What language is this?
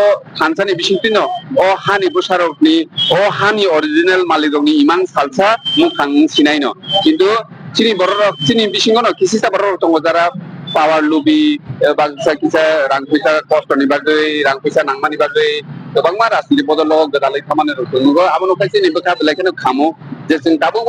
Kok Borok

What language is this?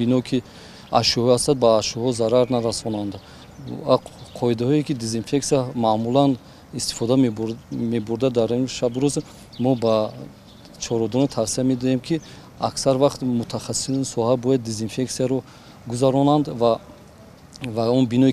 Tajik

